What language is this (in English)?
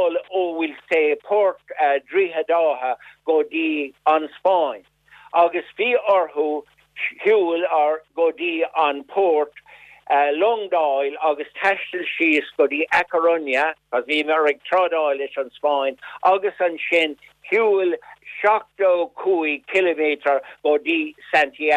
Irish